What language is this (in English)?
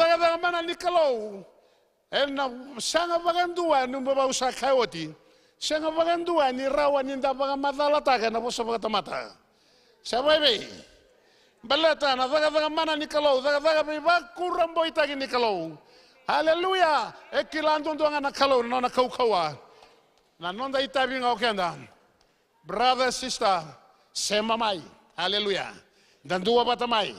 Fijian